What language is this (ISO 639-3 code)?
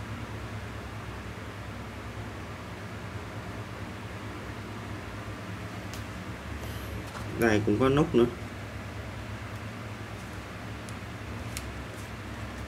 vie